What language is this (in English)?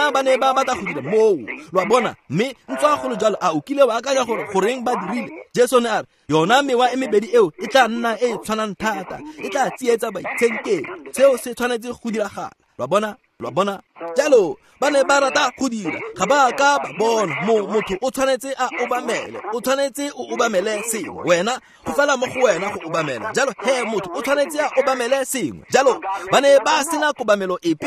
Tswana